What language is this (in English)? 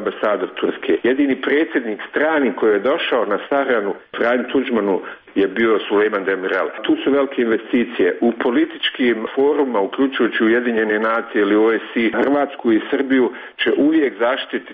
Croatian